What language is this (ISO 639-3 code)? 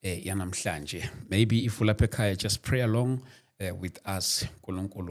zul